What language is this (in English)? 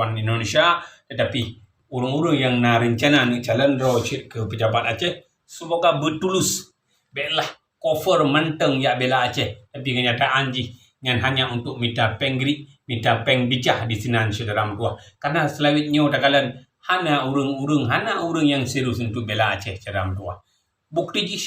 Achinese